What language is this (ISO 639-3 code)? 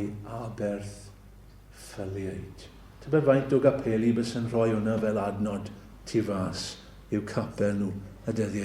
cym